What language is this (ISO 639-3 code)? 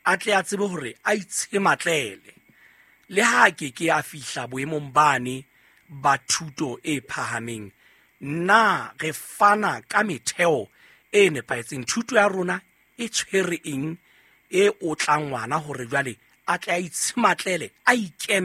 sot